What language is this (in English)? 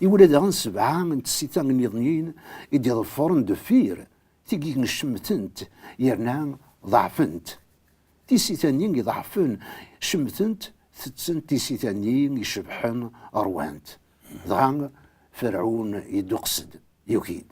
Kabyle